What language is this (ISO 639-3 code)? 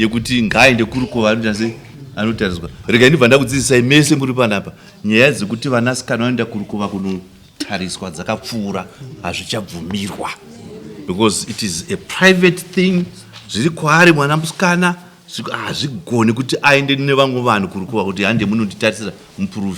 sna